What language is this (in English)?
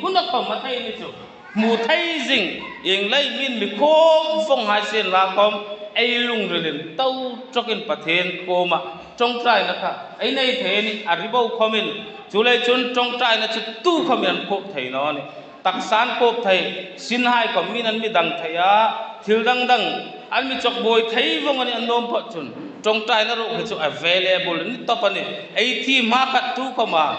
Hmar